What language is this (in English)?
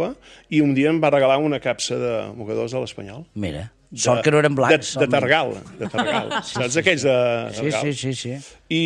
Catalan